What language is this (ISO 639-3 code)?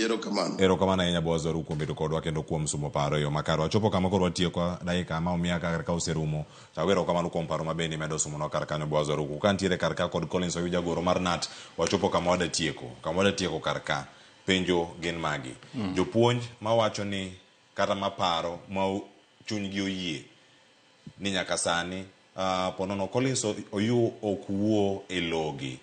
luo